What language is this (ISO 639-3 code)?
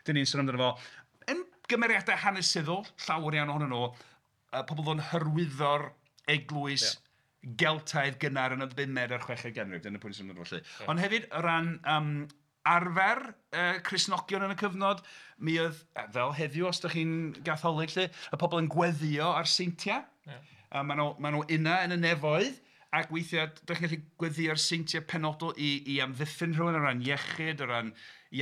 cym